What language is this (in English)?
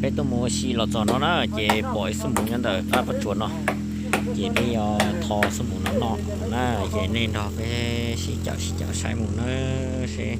Hmong